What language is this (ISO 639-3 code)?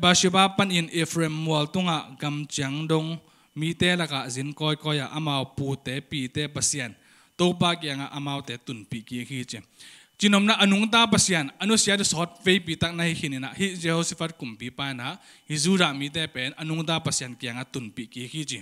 ctd